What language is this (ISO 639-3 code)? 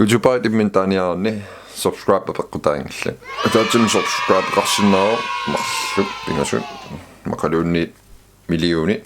kal